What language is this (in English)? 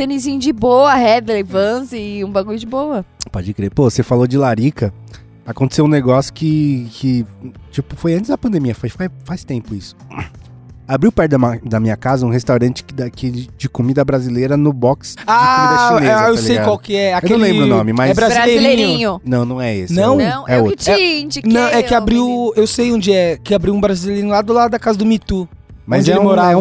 Portuguese